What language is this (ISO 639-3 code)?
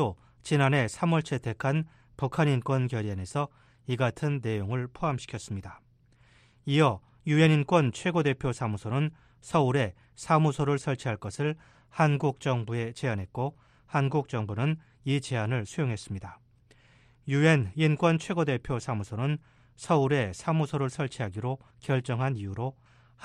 kor